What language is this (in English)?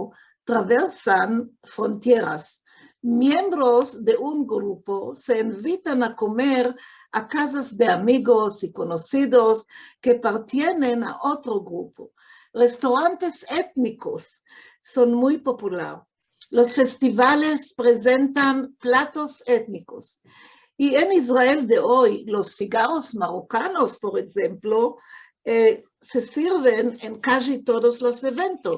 Ladino